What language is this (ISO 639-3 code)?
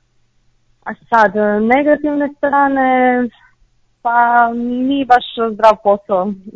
hrv